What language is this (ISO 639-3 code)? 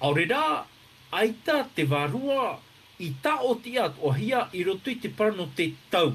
tah